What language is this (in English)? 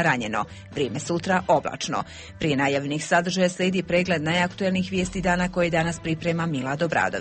Bosnian